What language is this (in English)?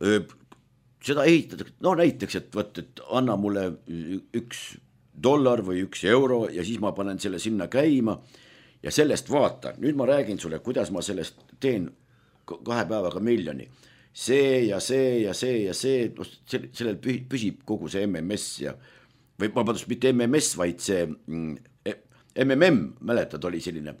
Estonian